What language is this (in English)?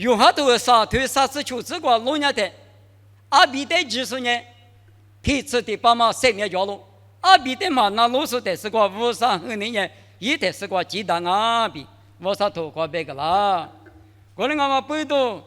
Lisu